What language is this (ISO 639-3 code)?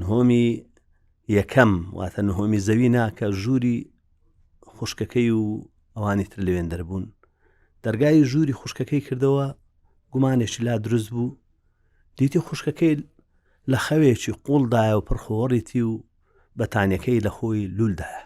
ckb